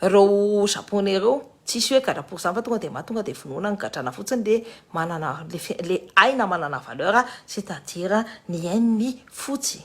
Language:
Malagasy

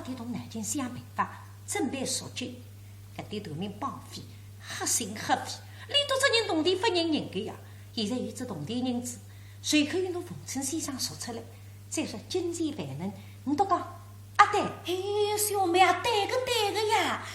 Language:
Wu Chinese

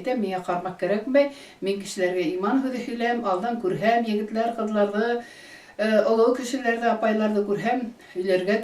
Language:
Bashkir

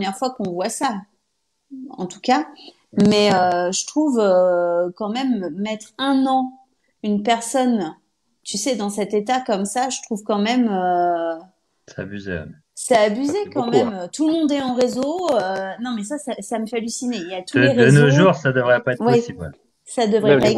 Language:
French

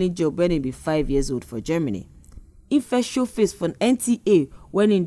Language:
Nigerian Pidgin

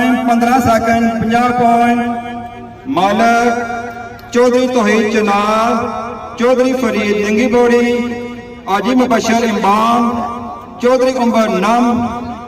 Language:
Pahari-Potwari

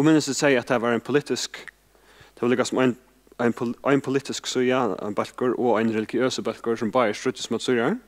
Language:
Faroese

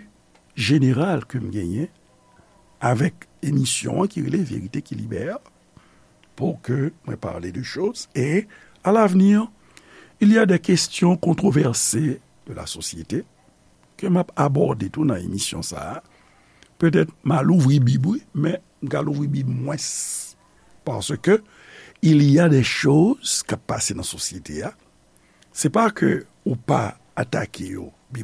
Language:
Haitian Creole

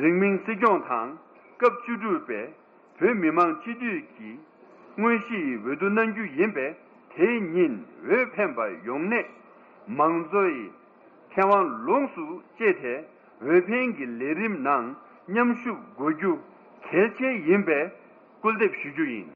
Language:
Tibetan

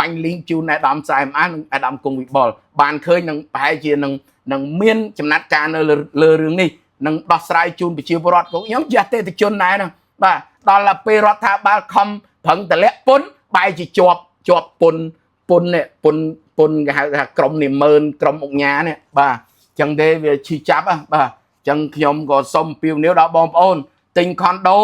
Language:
Khmer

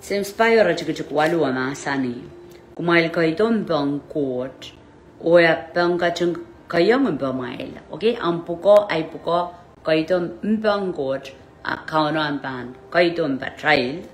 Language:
Pohnpeian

